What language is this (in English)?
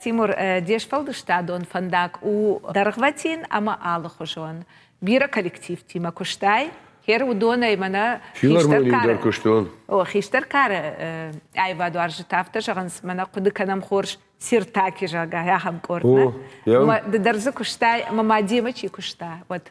Ossetic